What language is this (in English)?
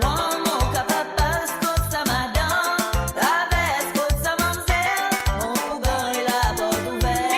Morisyen